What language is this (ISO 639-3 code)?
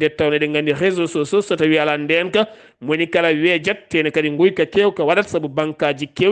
ful